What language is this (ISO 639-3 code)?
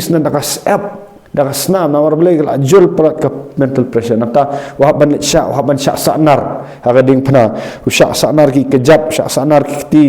kha